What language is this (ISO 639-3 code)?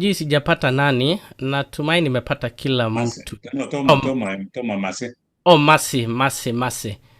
kln